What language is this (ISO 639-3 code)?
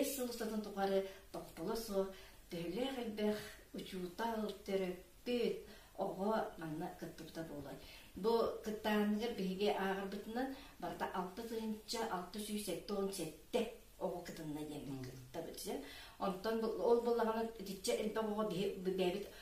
sah